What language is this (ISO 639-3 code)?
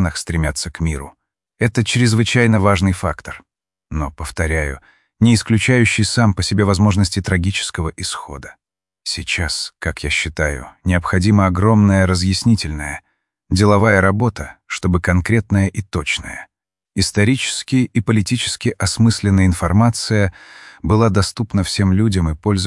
rus